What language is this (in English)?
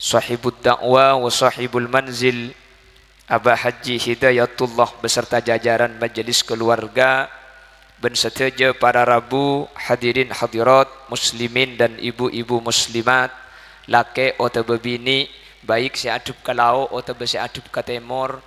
Madurese